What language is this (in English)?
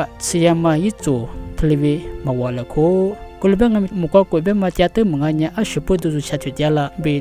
Lisu